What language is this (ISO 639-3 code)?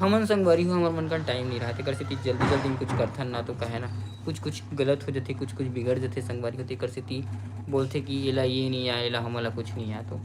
hne